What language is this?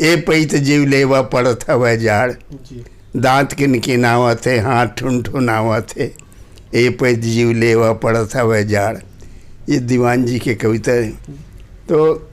Chhattisgarhi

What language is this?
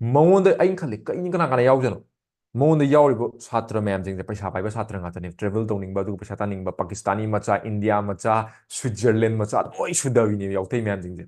Manipuri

